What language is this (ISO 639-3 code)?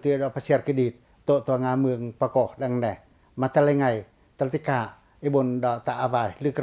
pac